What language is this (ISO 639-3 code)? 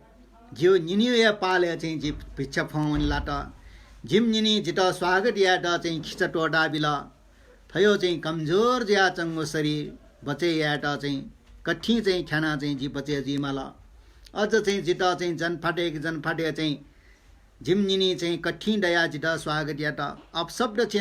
new